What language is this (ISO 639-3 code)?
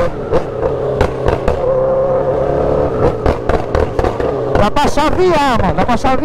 por